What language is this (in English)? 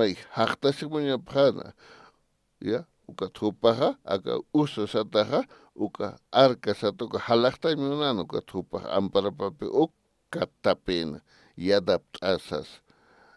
Aymara